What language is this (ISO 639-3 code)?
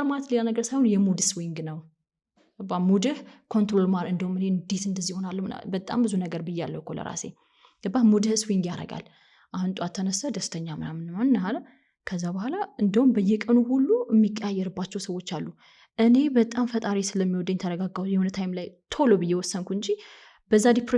amh